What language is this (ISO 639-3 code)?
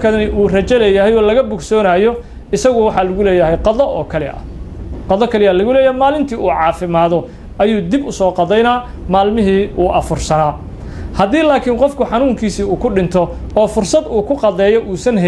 som